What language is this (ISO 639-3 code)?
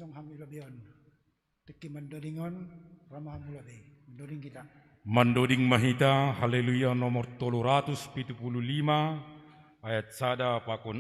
bts